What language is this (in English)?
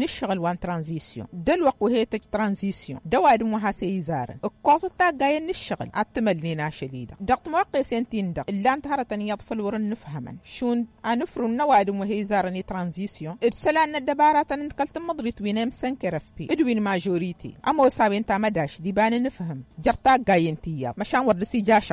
Tamasheq